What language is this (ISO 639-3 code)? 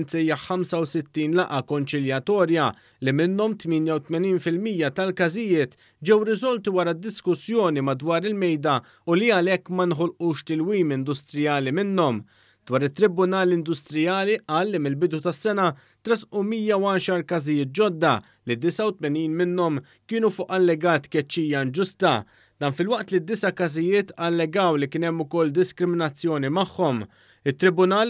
mlt